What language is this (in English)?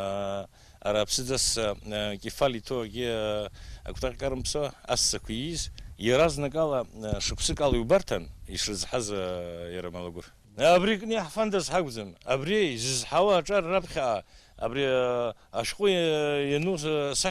Abkhazian